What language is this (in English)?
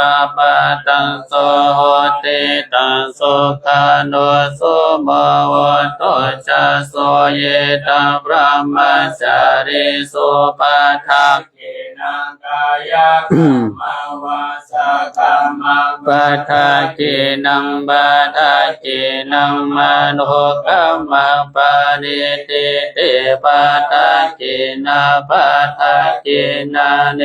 Pali